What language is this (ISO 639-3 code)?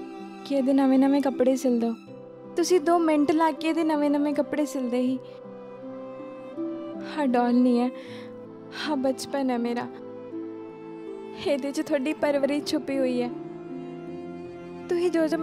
pan